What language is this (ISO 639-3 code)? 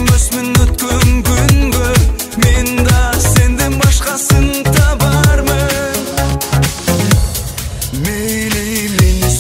kaz